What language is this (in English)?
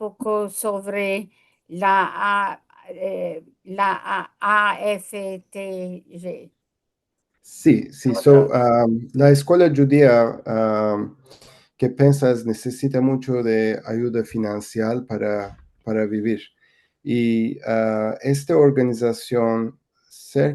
Ladino